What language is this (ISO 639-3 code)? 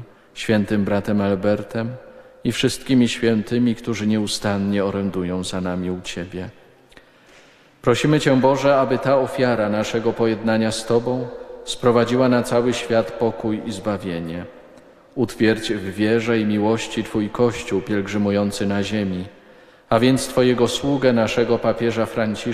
pol